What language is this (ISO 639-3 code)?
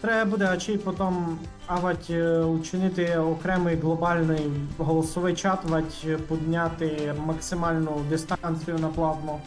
rue